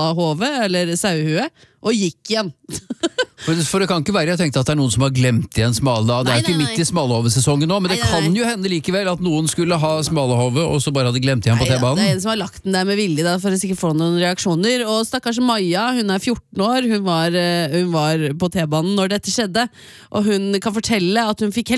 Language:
Norwegian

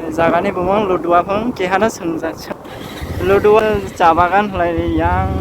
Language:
Kok Borok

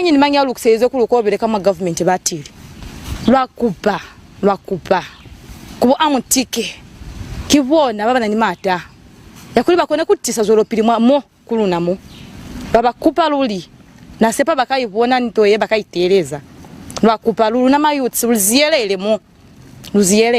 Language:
Lozi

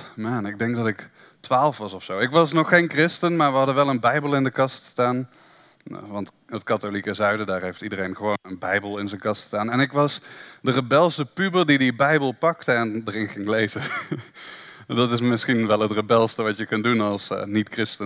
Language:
Dutch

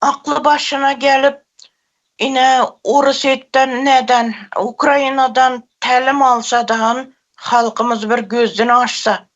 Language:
Turkmen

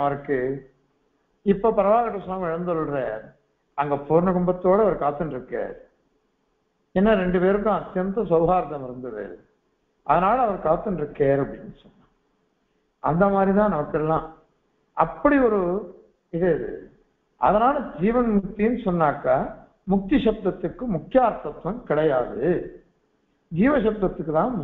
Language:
Tamil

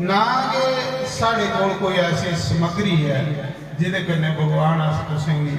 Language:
Dogri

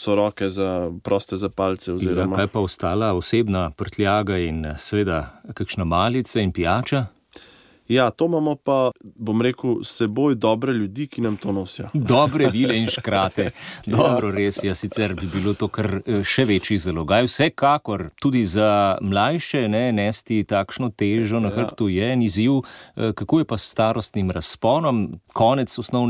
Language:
Slovenian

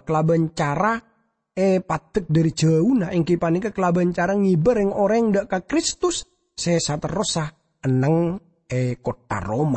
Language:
Madurese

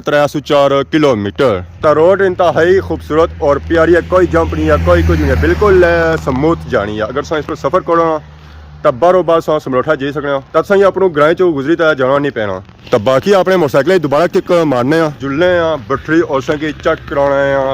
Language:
Pahari-Potwari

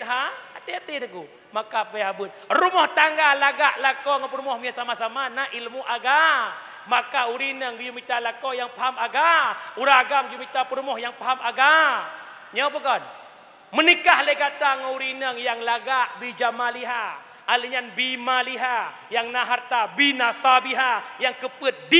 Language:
Achinese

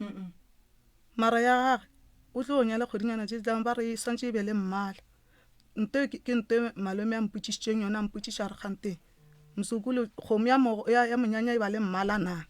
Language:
Northern Sotho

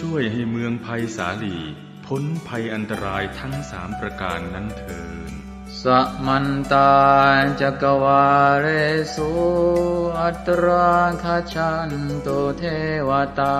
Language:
Pali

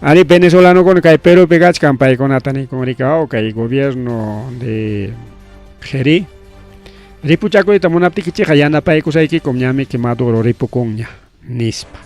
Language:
Ayacucho Quechua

